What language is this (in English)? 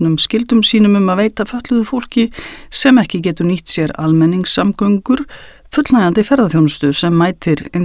Icelandic